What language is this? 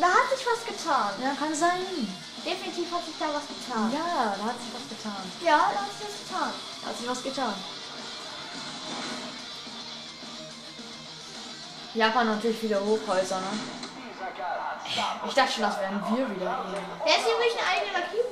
German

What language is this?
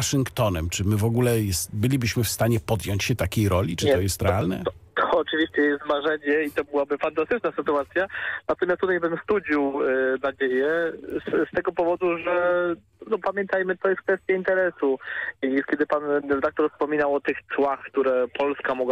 Polish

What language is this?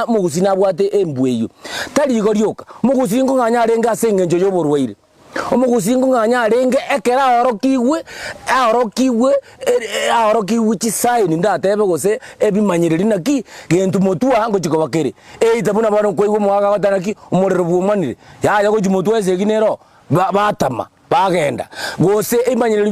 Gusii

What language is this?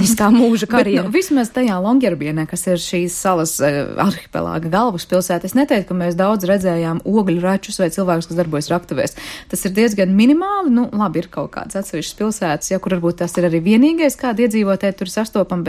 Latvian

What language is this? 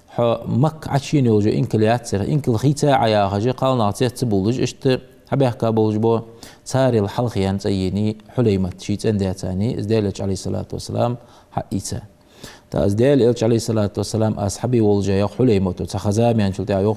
Ingush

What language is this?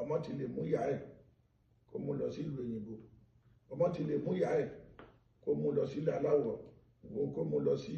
Yoruba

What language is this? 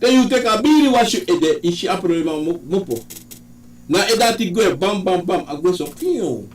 Sranan Tongo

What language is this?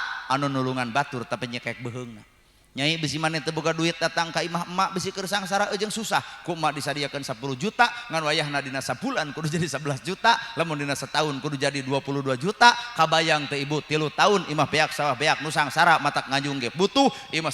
Sundanese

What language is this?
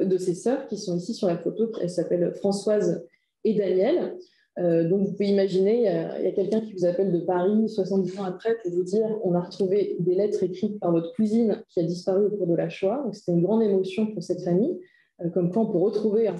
French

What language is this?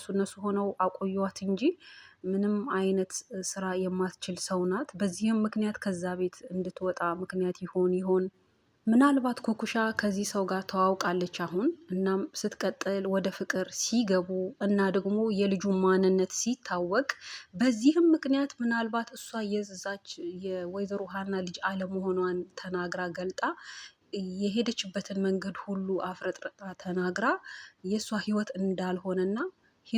Amharic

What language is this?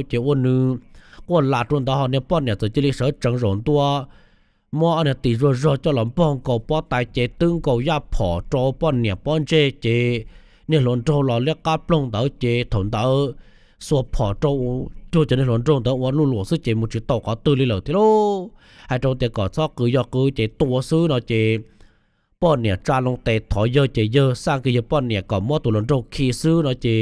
Hmong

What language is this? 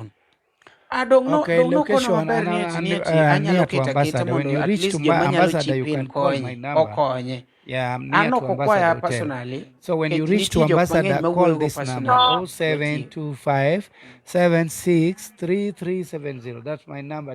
Luo (Kenya and Tanzania)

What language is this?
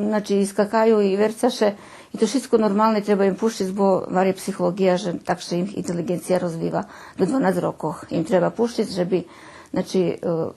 Rusyn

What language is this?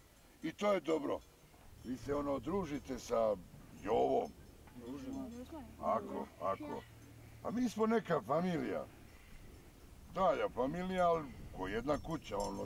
Serbian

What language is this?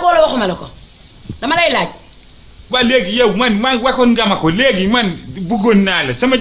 Wolof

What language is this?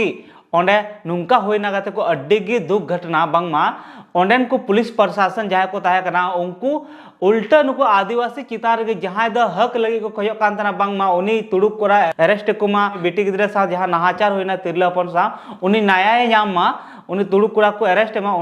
Santali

